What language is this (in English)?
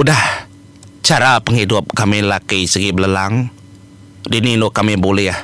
Iban